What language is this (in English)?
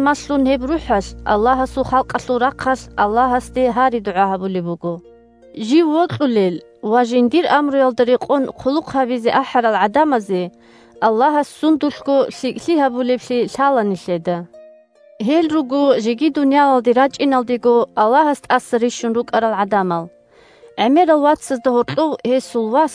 Avaric